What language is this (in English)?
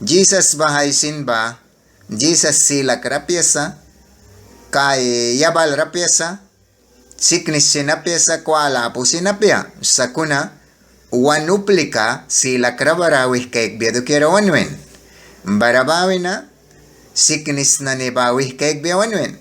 Mískito